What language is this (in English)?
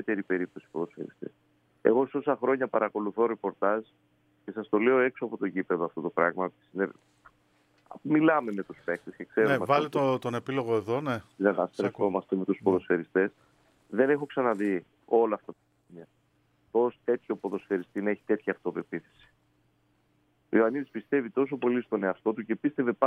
Greek